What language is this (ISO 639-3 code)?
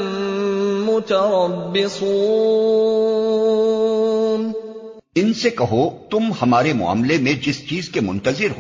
urd